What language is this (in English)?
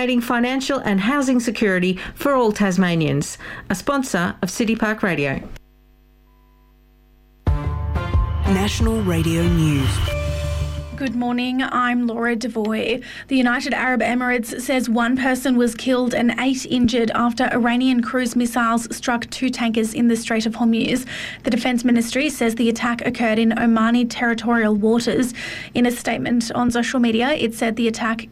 English